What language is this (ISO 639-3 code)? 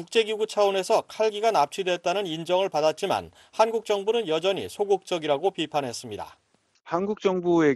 kor